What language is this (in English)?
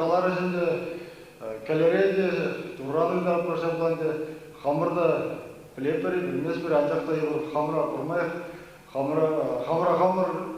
Chuvash